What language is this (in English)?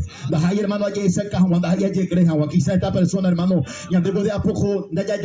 Guarani